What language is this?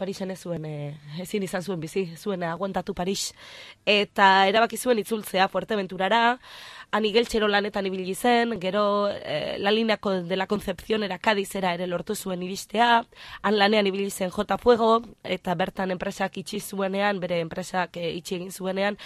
Basque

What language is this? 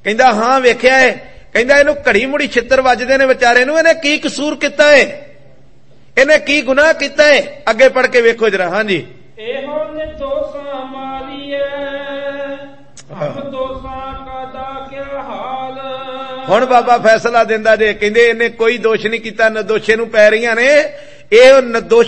Punjabi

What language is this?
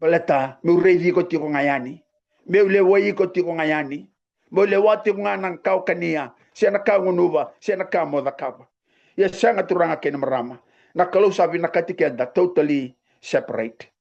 Fijian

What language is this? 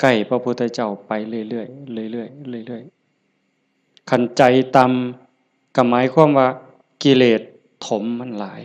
Lao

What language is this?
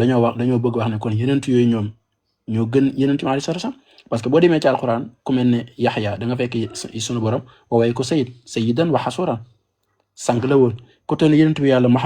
Wolof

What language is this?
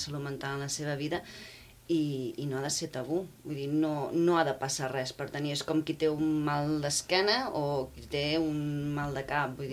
Catalan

